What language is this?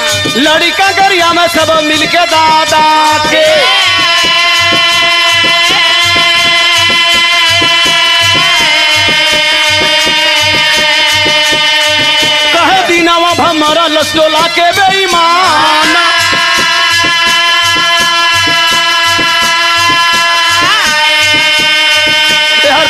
Bhojpuri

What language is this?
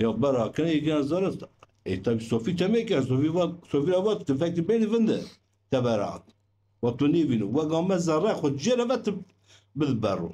Zaza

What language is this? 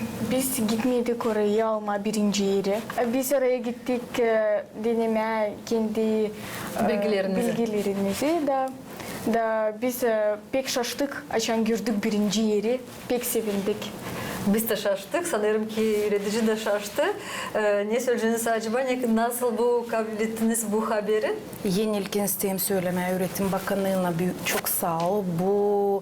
Gagauz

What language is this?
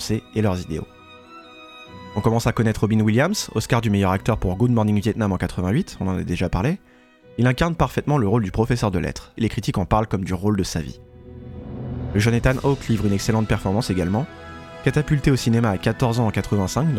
French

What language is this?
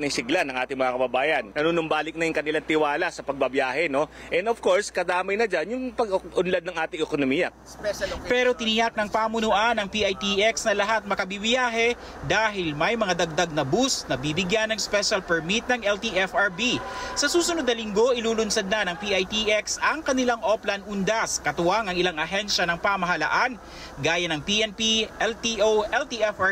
Filipino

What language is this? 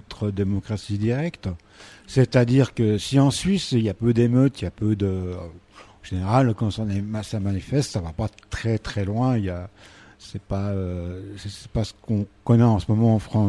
French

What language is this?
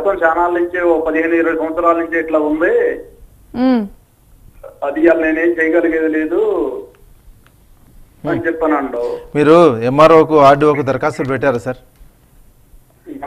Telugu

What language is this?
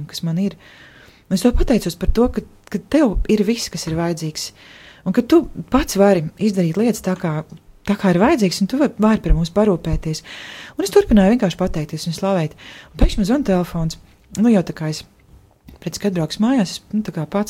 Latvian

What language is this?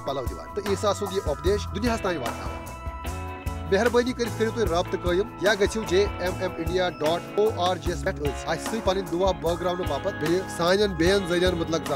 Kashmiri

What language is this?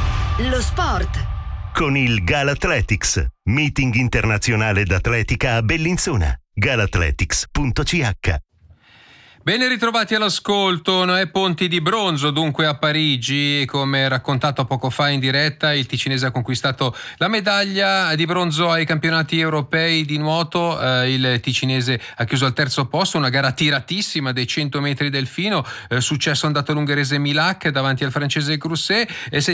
Italian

